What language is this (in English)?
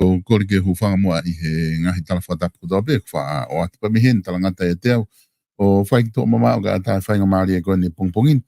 Tongan